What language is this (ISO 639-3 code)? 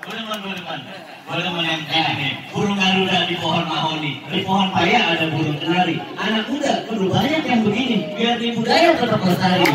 bew